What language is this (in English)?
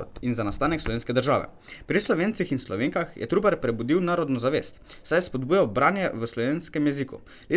Slovenian